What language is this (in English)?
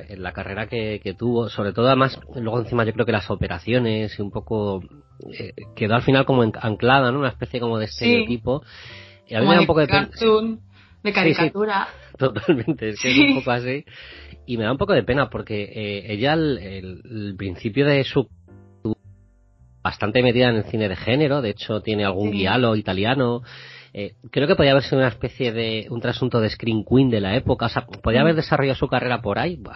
Spanish